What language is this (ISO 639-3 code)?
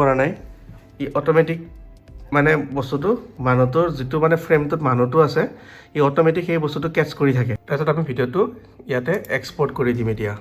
asm